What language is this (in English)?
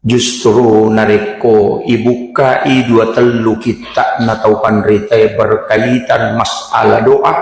Buginese